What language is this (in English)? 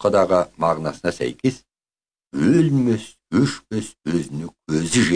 Kazakh